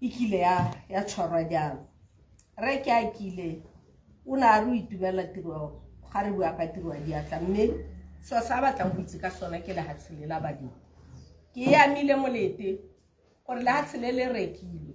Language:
Tswana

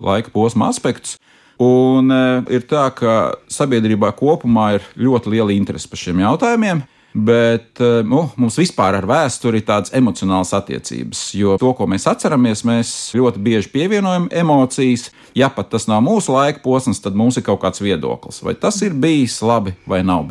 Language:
Latvian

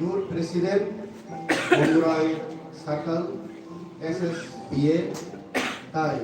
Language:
Kok Borok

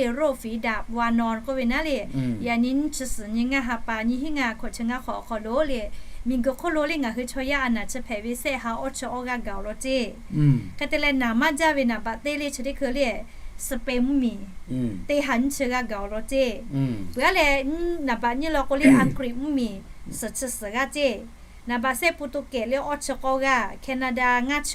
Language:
Lahu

